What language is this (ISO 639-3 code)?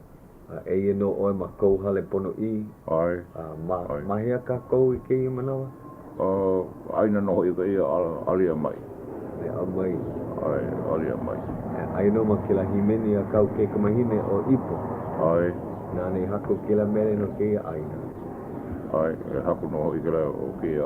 haw